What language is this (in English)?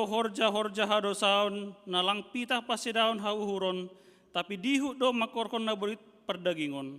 Batak Simalungun